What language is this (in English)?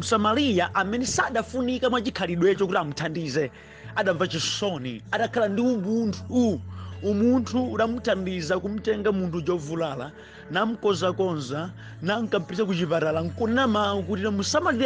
Nyanja